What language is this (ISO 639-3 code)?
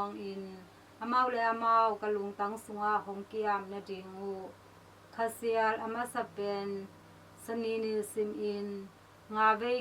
ctd